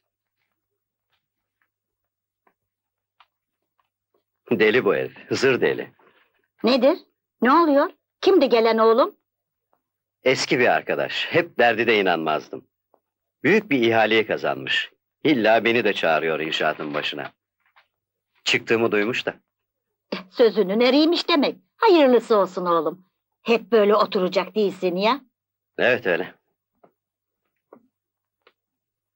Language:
Turkish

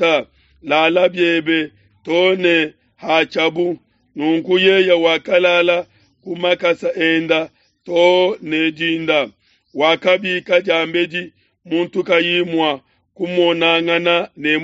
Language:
Luba-Lulua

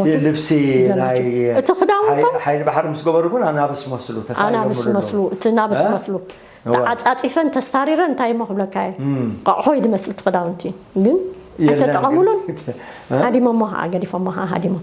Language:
Tigrinya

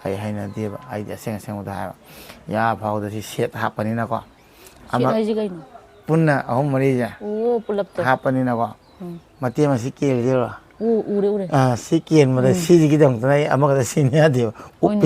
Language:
Manipuri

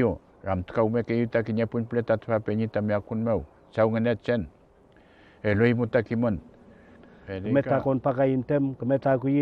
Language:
Mapuche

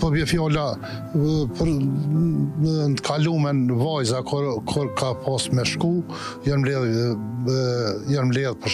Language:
Albanian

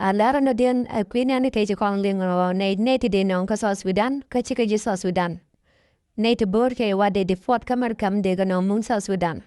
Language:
Nuer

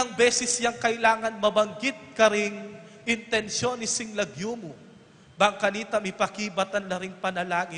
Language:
Pampanga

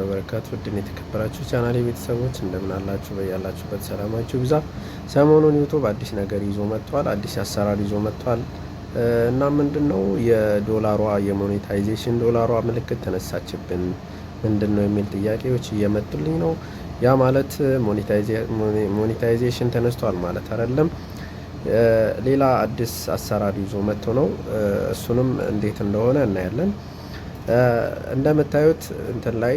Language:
Amharic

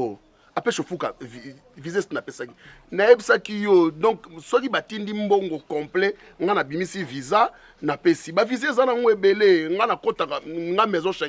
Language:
Lingala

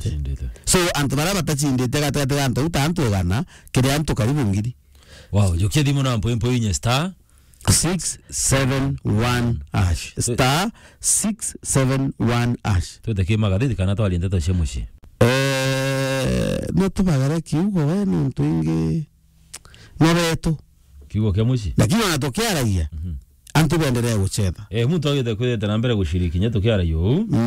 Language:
Meru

